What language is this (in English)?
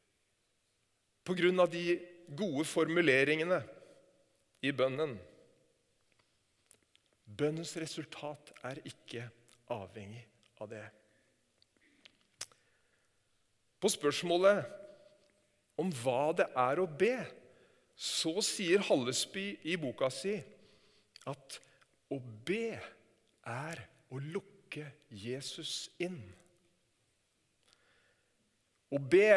Norwegian